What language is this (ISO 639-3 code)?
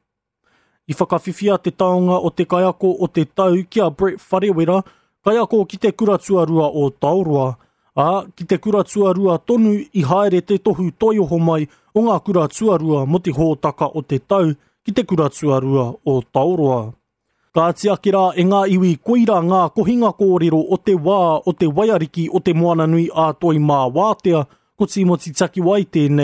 mri